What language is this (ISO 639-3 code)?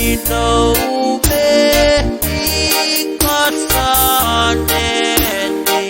pon